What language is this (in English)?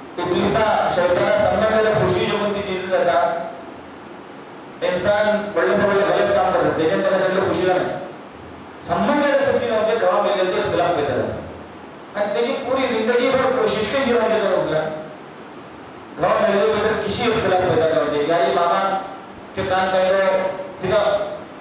Marathi